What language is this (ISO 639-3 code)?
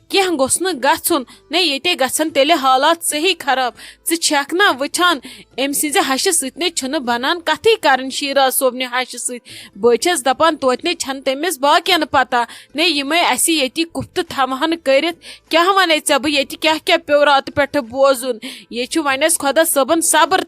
kas